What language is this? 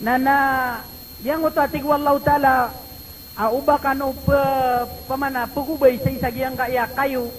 Maranao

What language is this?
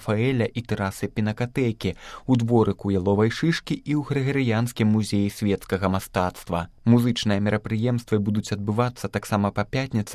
Belarusian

